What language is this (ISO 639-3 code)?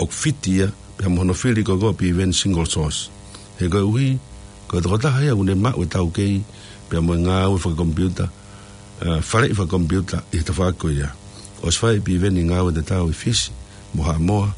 ton